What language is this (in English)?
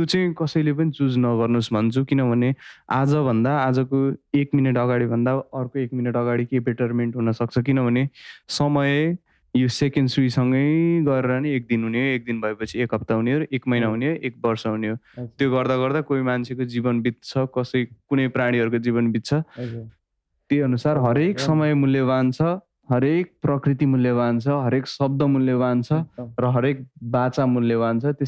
Nepali